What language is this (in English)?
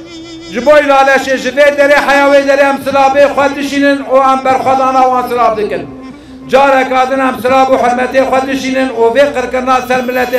Kurdish